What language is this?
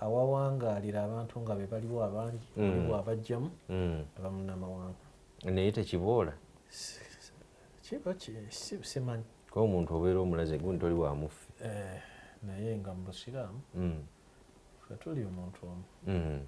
Ganda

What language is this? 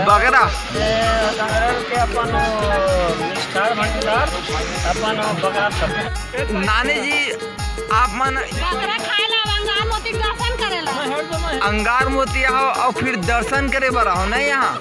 Chhattisgarhi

